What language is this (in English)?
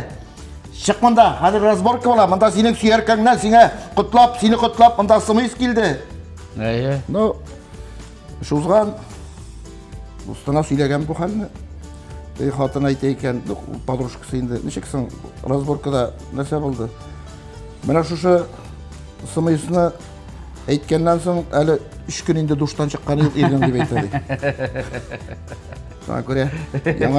Tatar